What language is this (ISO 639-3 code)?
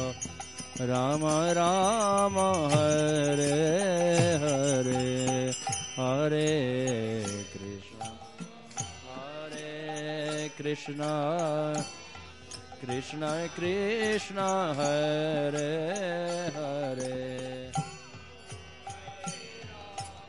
hin